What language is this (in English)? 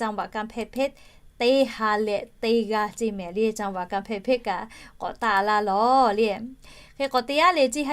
Lahu